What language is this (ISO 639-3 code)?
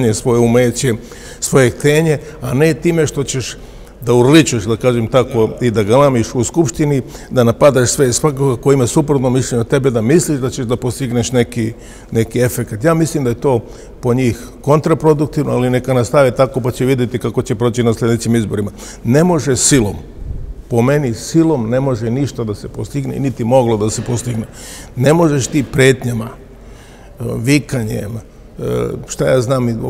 srp